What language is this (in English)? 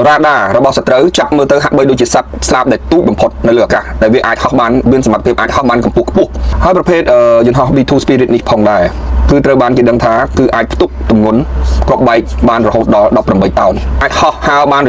Khmer